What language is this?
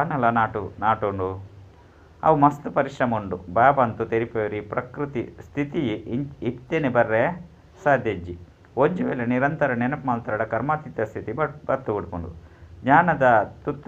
Tulu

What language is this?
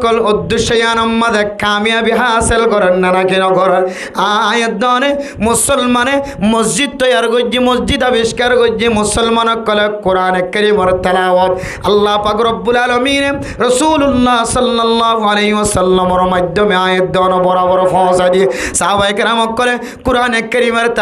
Rohingya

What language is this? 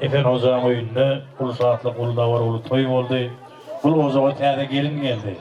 Turkmen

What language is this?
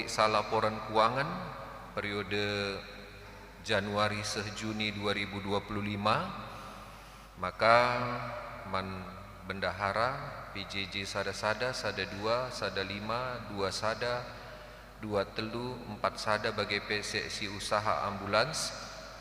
Batak Karo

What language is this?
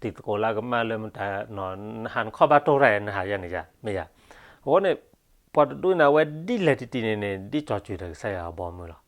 S'gaw Karen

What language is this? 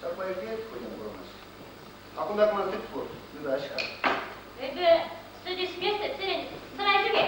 Chuvash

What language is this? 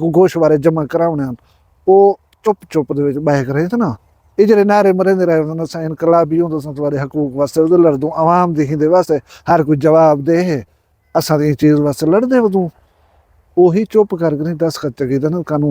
Saraiki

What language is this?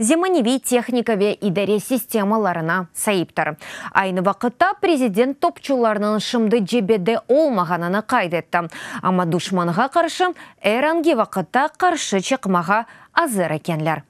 Crimean Tatar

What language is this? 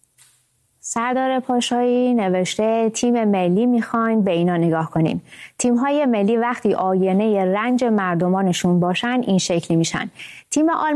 Persian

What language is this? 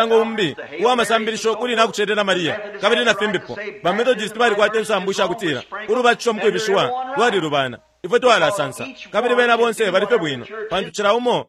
Bemba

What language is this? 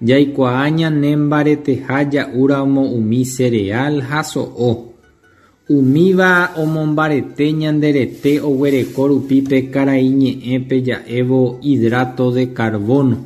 Guarani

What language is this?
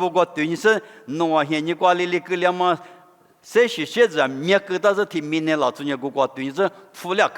Lisu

